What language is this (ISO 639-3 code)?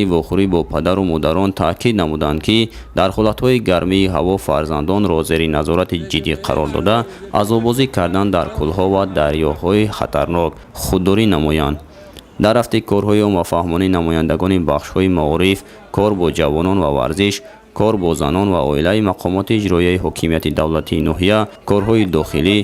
tgk